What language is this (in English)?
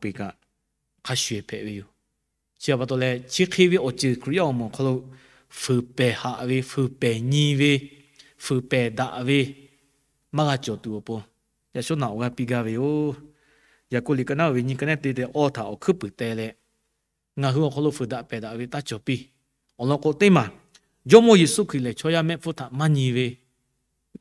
Lahu